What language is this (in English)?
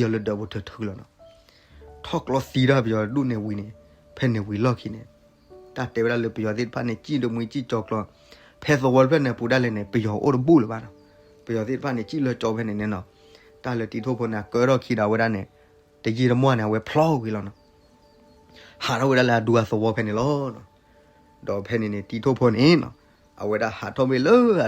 S'gaw Karen